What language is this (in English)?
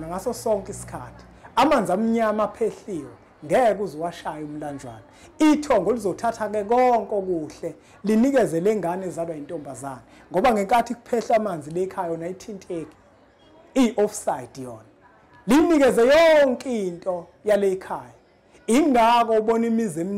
Zulu